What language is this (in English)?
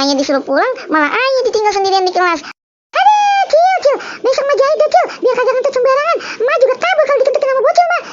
Betawi